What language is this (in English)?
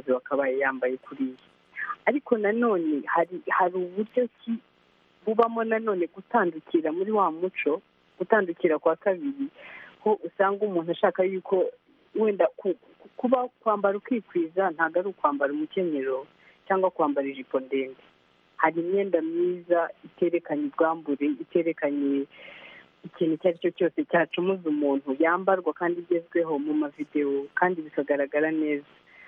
Kinyarwanda